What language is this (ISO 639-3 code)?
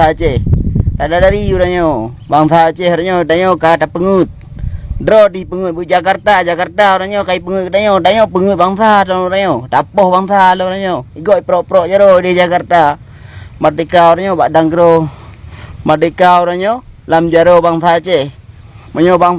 ace